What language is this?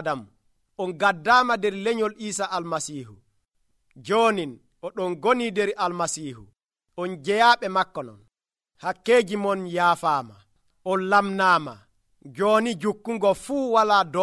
Nigerian Fulfulde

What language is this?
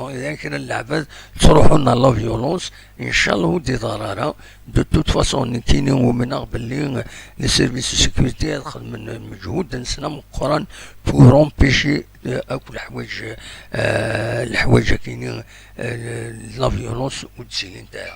Kabyle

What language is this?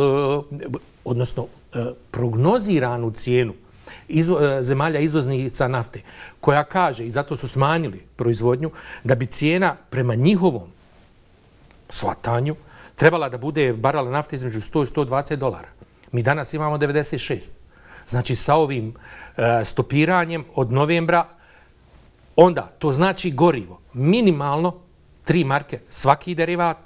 Bosnian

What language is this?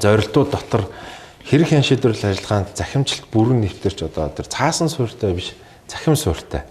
Mongolian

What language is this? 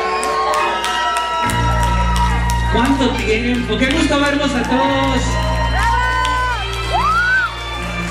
Spanish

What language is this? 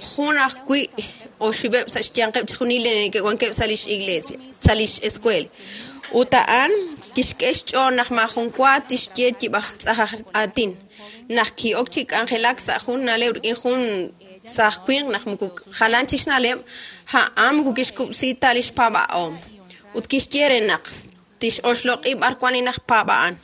Kekchí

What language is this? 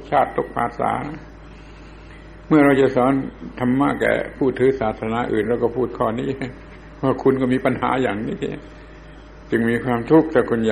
Thai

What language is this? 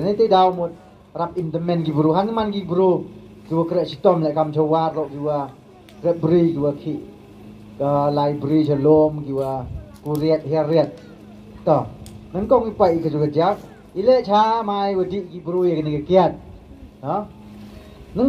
Pnar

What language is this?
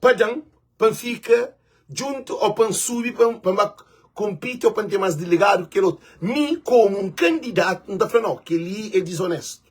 Kabuverdianu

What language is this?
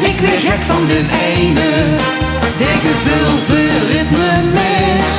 Limburgish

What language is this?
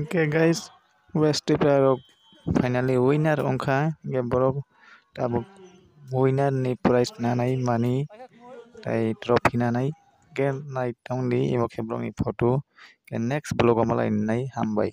Kok Borok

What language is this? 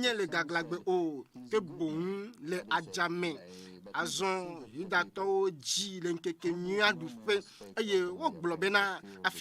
Ewe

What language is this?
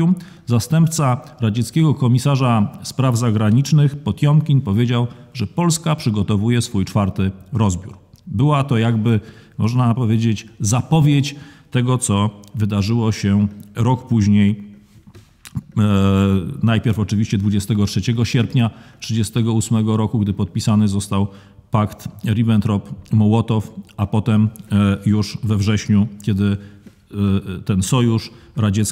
Polish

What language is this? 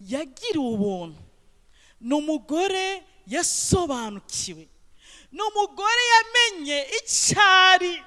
Rundi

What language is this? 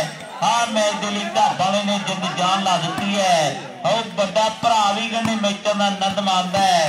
Punjabi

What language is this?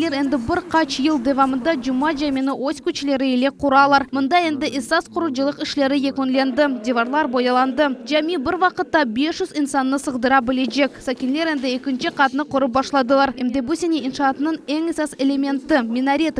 Crimean Tatar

